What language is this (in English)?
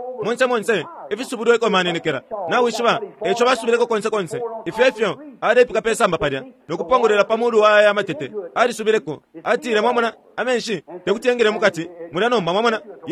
Bemba